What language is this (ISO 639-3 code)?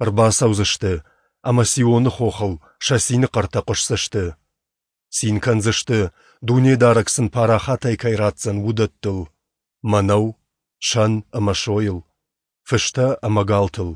oss